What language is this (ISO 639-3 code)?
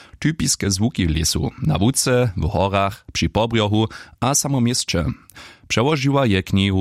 hsb